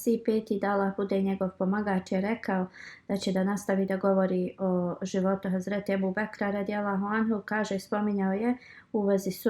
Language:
Bosnian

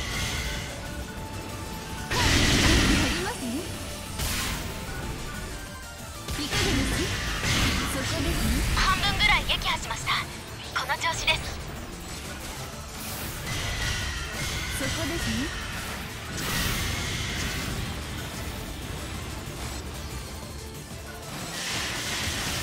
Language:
Japanese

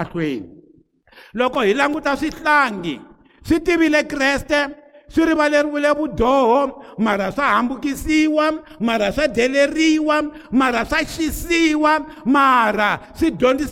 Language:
Tsonga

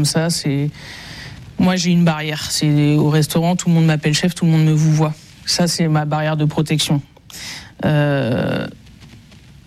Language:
French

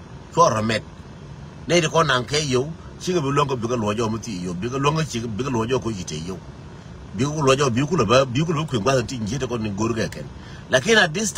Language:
Nuer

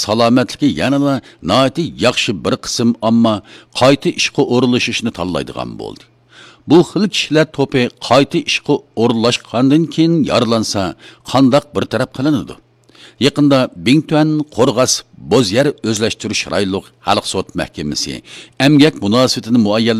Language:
Uyghur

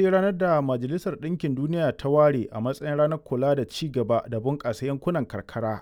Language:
Hausa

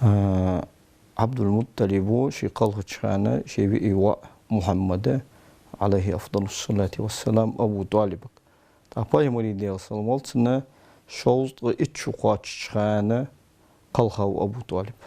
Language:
Ingush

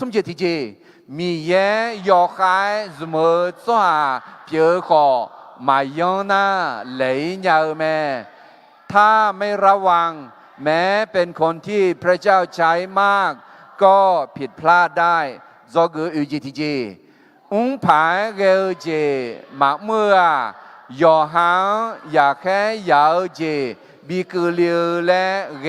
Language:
Akha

